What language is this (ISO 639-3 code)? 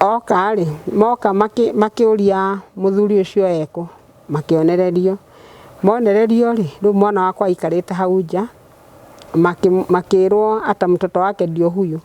kik